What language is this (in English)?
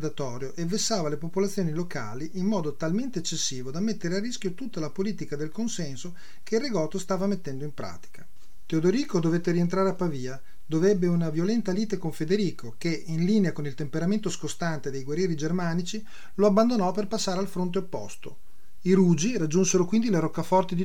Italian